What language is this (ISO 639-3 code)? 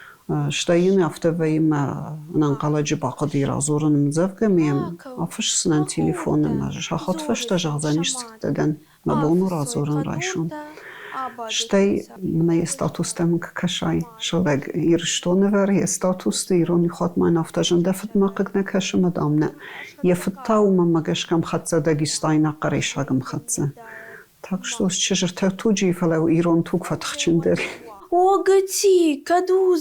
oss